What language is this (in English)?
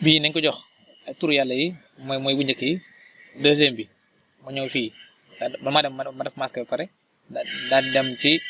Wolof